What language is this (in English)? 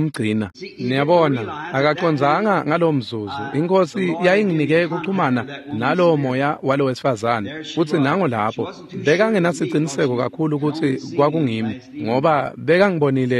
Swati